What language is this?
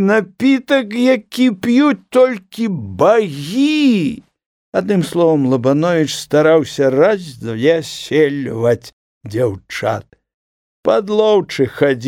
Belarusian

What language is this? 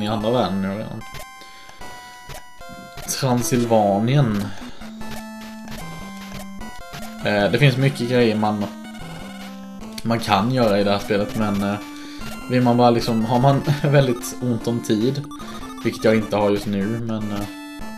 Swedish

